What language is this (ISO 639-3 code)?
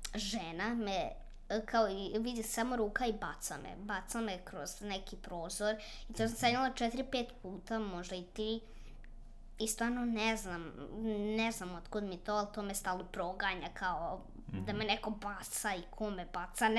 srp